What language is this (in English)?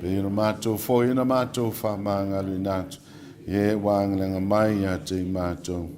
Samoan